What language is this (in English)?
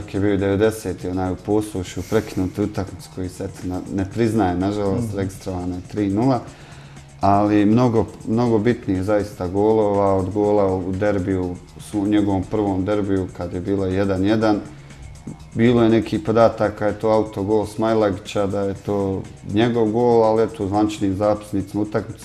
Bosnian